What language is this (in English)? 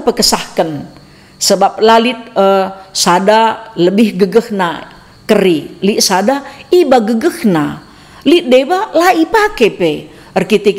Batak Karo